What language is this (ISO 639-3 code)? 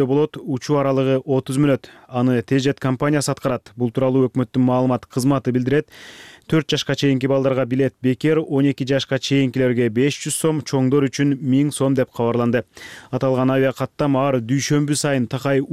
kir